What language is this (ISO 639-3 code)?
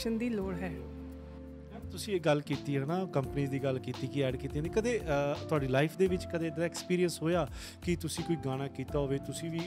pan